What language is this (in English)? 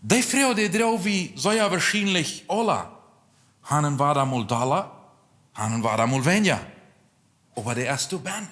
Plautdietsch